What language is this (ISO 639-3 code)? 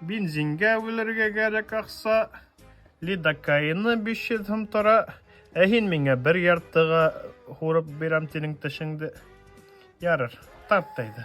bak